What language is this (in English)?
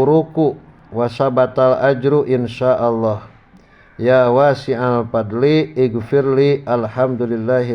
Sundanese